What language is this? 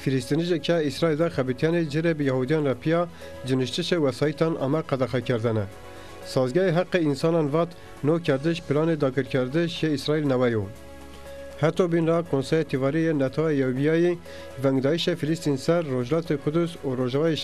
Zaza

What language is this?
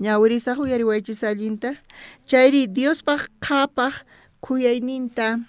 South Bolivian Quechua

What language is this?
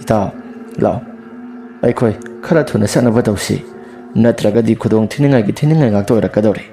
Manipuri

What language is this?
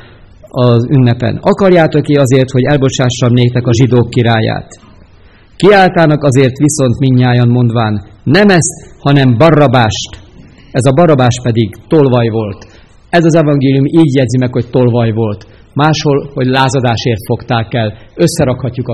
Hungarian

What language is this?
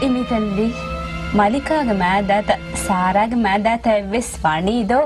Divehi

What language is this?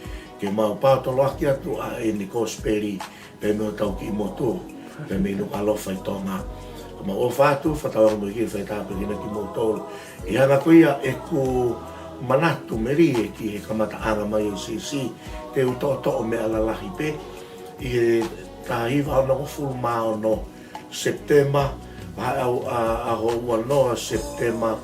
Tongan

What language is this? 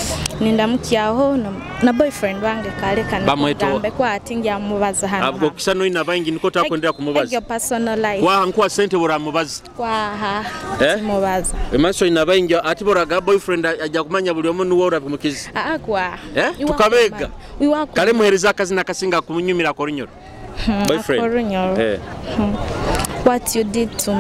Nyoro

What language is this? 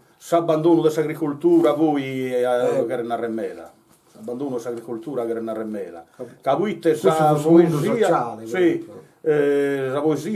Sardinian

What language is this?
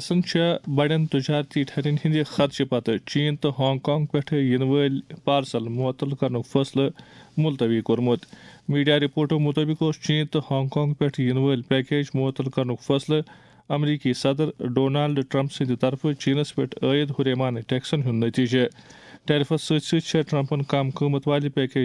Kashmiri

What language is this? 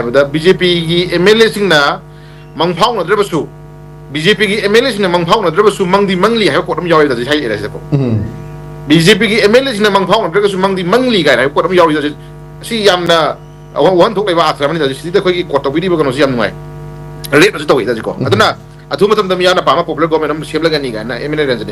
Manipuri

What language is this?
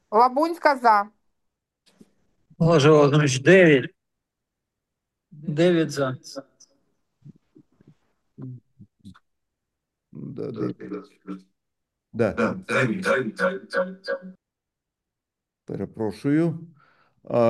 Ukrainian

